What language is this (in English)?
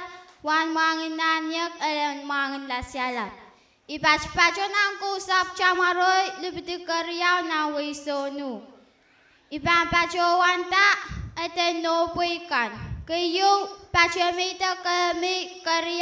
Pohnpeian